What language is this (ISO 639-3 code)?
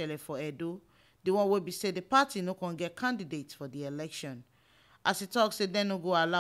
pcm